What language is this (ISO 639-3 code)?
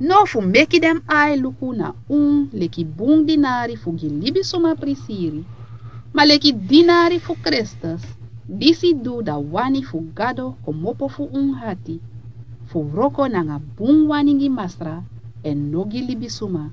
srn